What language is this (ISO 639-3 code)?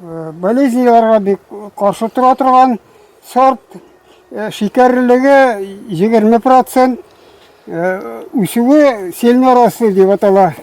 tat